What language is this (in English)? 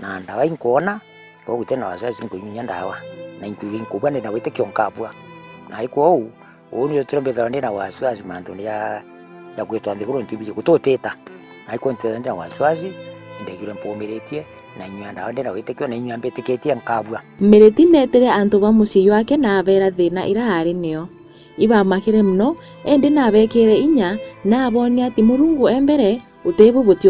Meru